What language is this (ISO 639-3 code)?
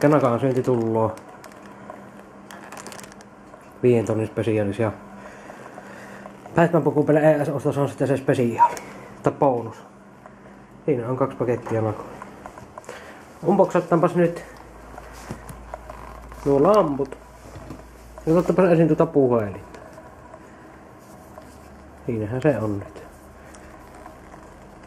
fin